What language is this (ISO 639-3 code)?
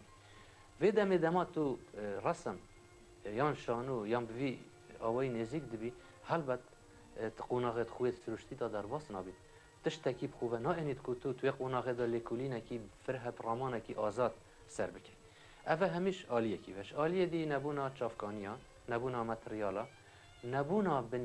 kur